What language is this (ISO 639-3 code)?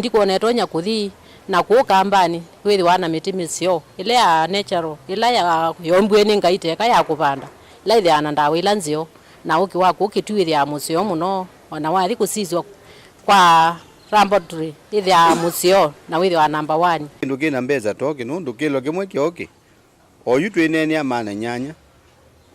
kam